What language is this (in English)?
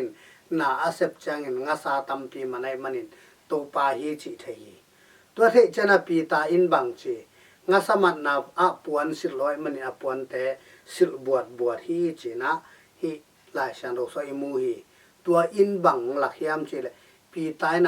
Tedim Chin